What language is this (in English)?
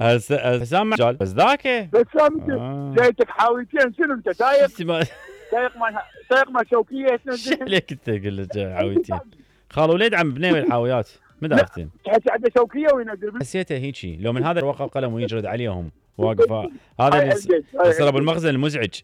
Mesopotamian Arabic